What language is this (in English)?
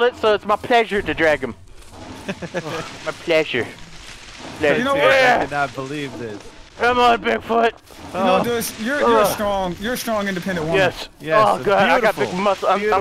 English